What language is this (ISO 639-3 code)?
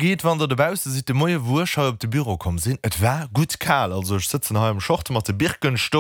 ltz